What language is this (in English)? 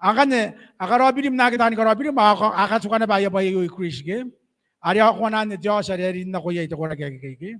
Gilbertese